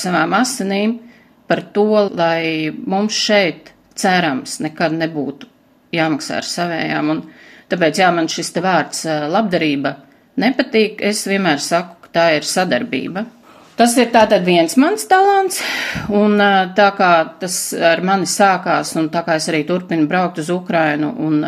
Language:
Latvian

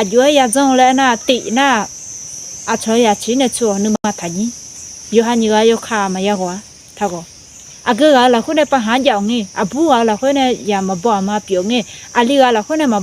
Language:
Akha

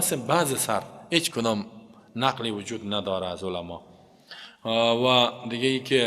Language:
Persian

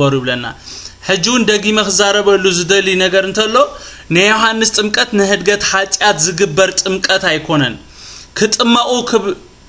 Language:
Tigrinya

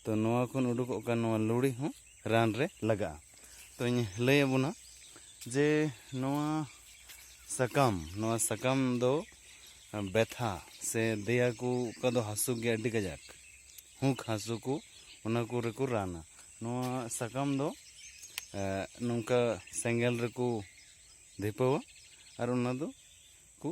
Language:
Santali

